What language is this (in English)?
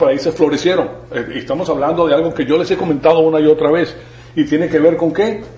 Spanish